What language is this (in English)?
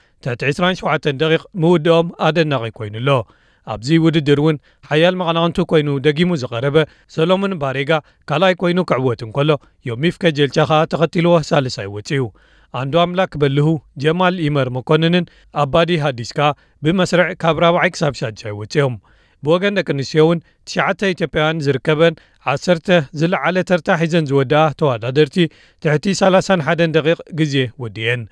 Tigrinya